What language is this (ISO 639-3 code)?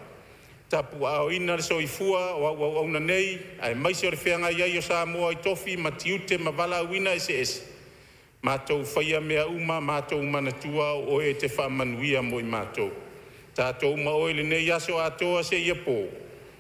smo